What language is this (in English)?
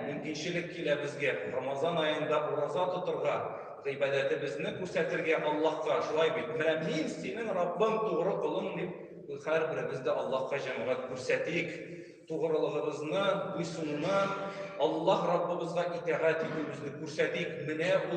Tatar